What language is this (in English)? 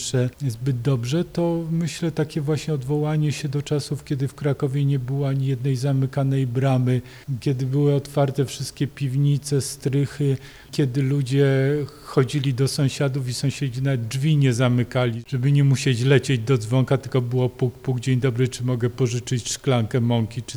Polish